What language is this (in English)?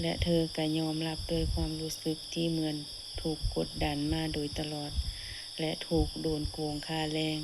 Lao